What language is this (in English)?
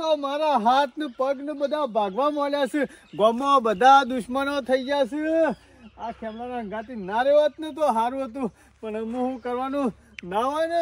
Gujarati